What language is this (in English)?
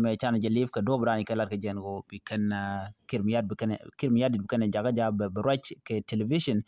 Nuer